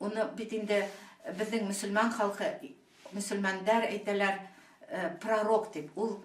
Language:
Bashkir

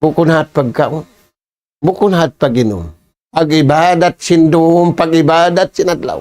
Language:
Tausug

